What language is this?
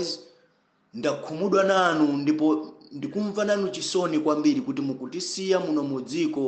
Nyanja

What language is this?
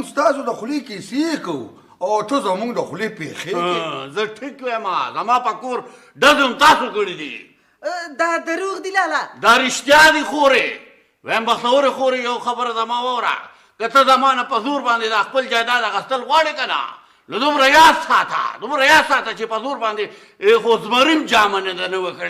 Pashto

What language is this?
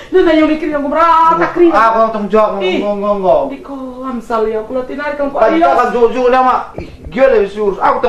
Batak Karo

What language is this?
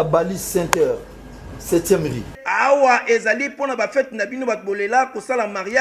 Lingala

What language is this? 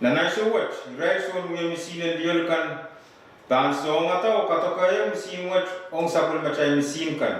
Pohnpeian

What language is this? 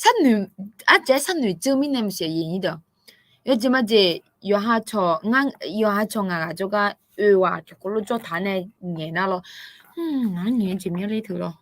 Akha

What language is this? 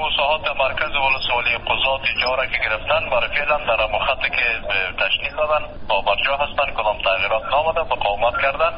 Persian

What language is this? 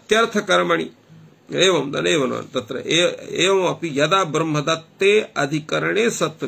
Sanskrit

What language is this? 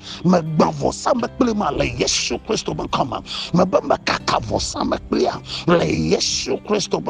Ewe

